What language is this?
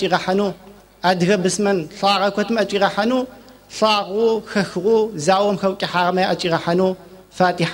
Adyghe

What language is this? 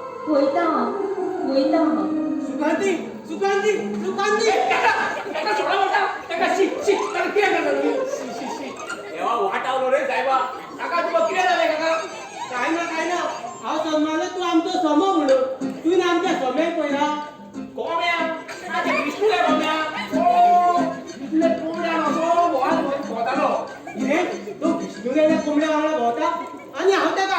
Konkani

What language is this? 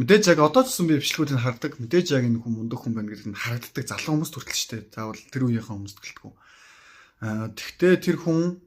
Mongolian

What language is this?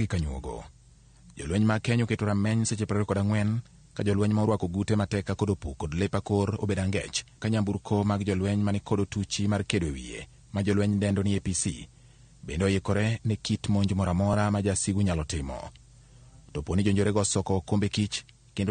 Luo (Kenya and Tanzania)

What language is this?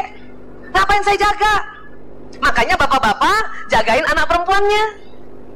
Indonesian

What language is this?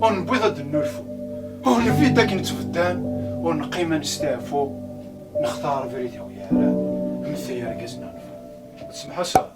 Kabyle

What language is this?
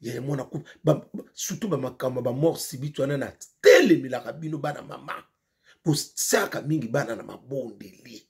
Lingala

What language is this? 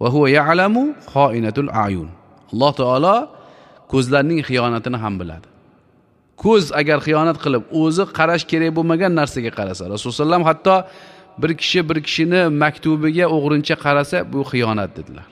Uzbek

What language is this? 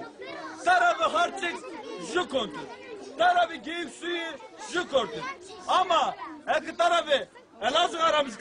Zaza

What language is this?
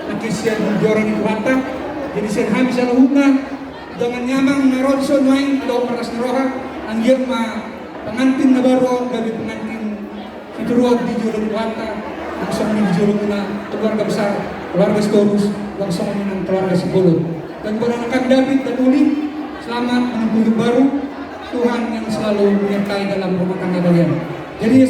Batak Toba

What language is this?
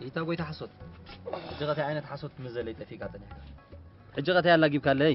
Tigrinya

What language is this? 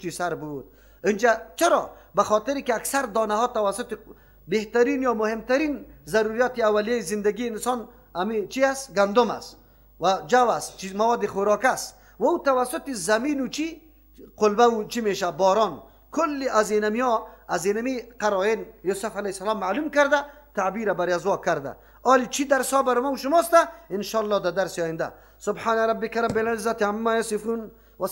Persian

